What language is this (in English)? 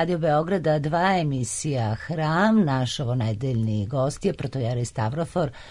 Serbian